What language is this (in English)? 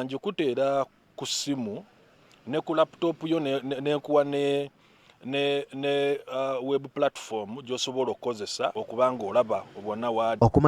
Ganda